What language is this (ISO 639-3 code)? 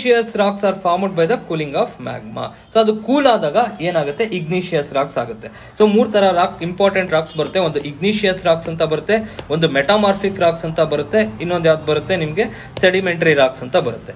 kan